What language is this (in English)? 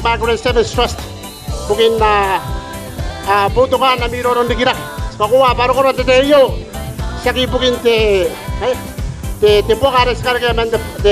Gilbertese